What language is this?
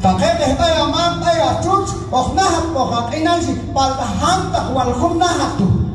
Q'anjob'al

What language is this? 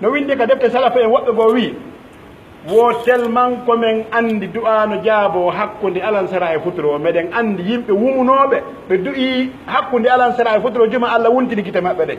Pular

